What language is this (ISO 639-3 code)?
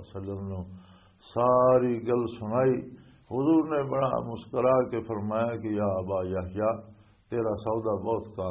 lah